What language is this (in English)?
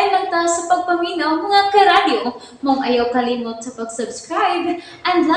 Cebuano